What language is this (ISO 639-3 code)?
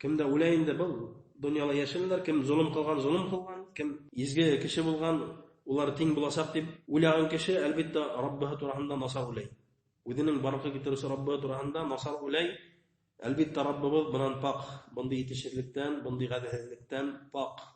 bak